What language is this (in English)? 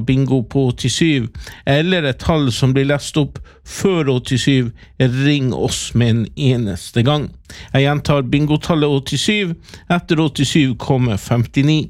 Norwegian